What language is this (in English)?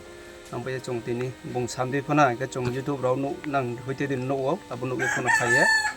Riang (India)